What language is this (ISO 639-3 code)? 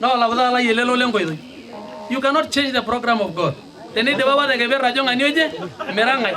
mas